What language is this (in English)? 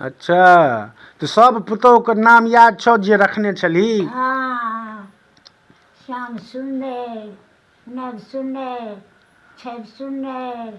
Maithili